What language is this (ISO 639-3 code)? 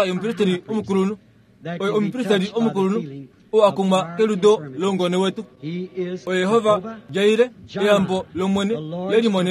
kua